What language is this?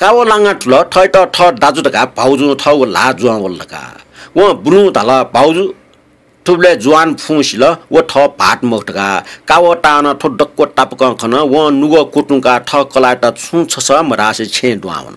Newari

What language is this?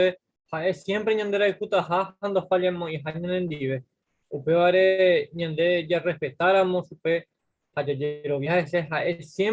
Guarani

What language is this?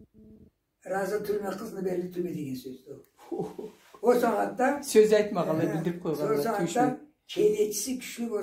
Karachay-Balkar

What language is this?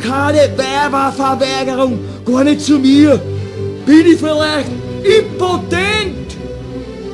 Bavarian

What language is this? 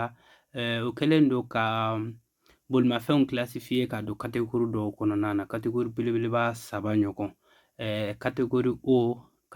Bambara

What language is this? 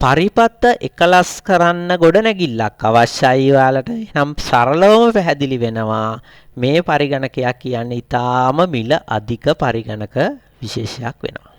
Sinhala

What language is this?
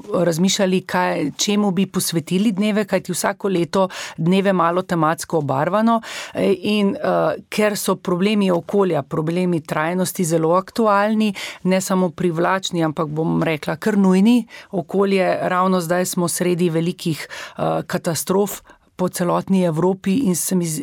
Slovenian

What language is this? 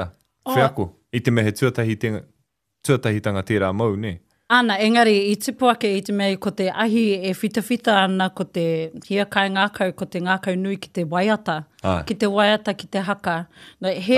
Māori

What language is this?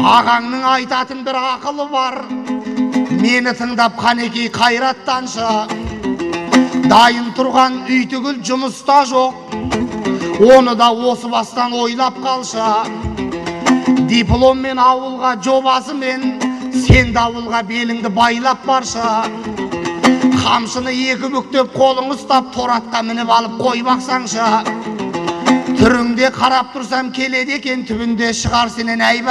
Kazakh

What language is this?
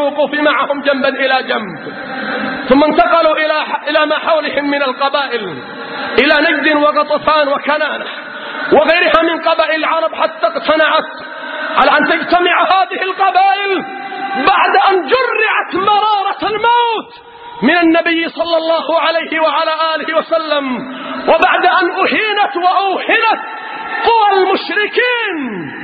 Arabic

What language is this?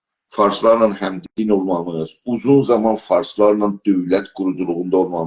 South Azerbaijani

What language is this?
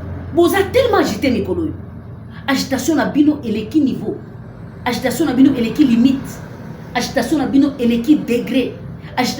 Lingala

